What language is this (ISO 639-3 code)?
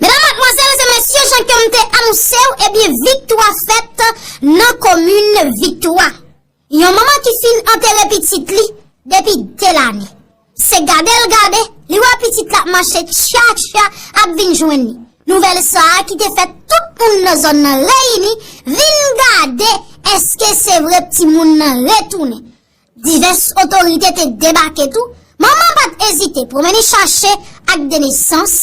hat